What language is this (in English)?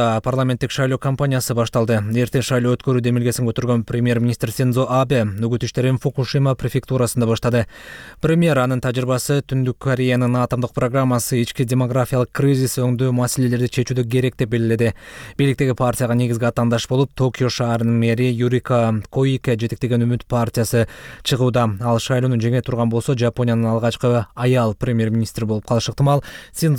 Kyrgyz